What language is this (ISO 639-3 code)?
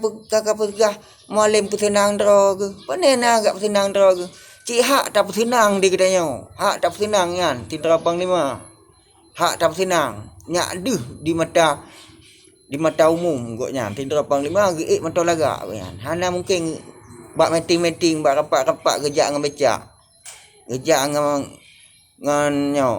ace